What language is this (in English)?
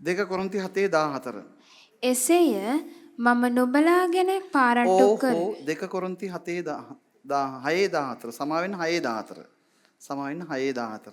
Sinhala